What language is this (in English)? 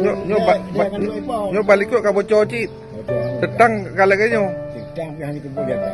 Achinese